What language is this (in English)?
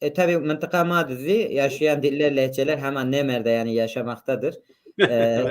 Zaza